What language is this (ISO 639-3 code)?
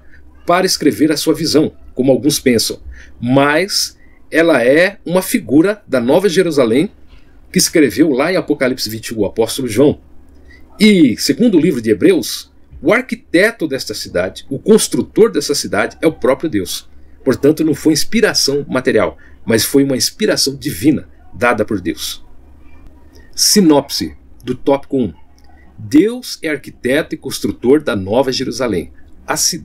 por